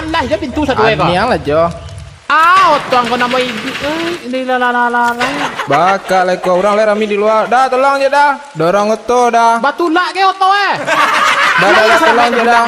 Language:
Minangkabau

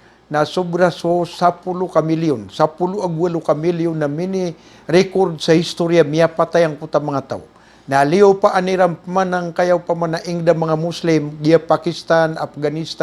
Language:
Maranao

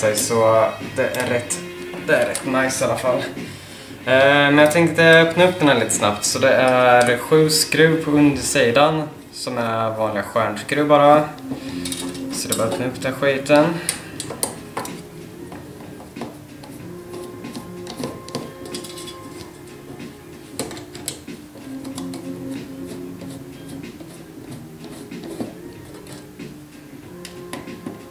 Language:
Swedish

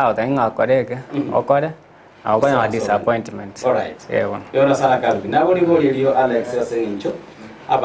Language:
Gusii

